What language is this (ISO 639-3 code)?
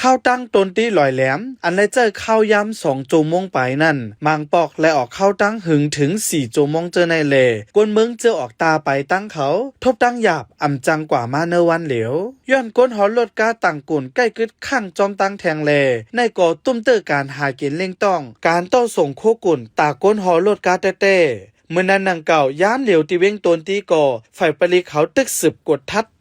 shn